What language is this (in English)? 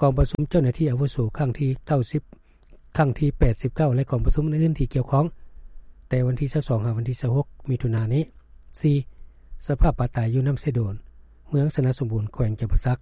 Lao